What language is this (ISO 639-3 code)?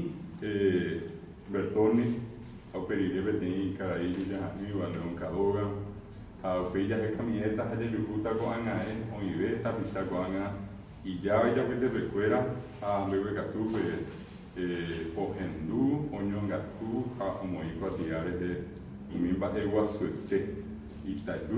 grn